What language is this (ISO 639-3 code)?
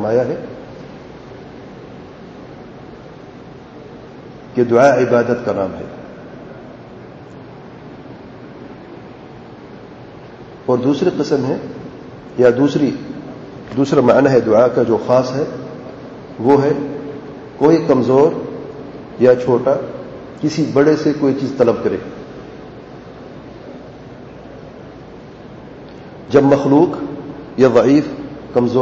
urd